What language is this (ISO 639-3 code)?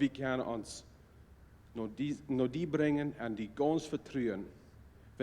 pdt